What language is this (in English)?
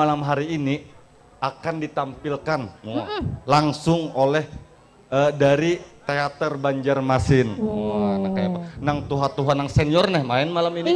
Banjar